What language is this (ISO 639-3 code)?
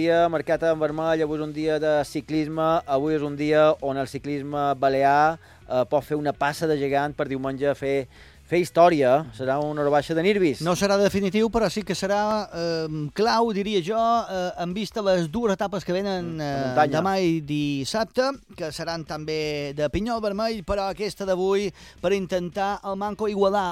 cat